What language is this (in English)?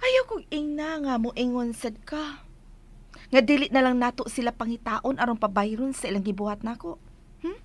Cebuano